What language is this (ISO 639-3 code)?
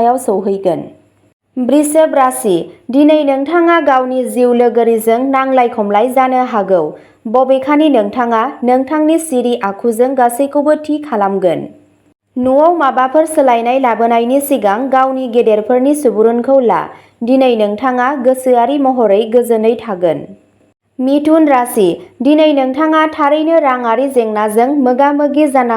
brx